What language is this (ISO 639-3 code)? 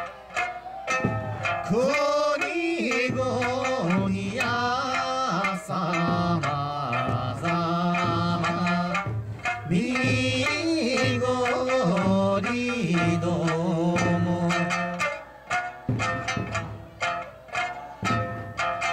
jpn